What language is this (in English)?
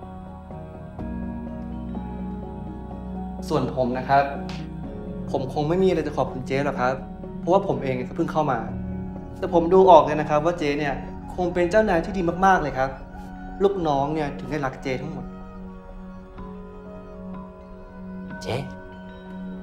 Thai